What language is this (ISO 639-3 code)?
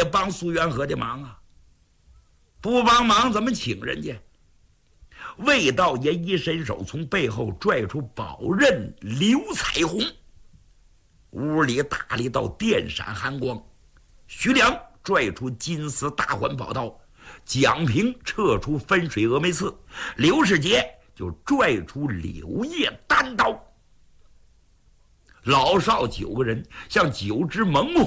zho